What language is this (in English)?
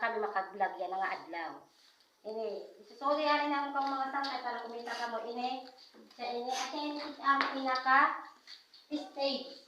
Waray